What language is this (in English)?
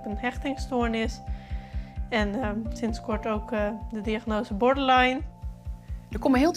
Western Frisian